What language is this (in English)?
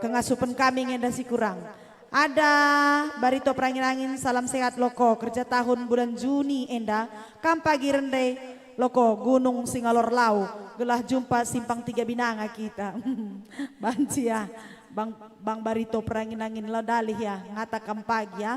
Batak Karo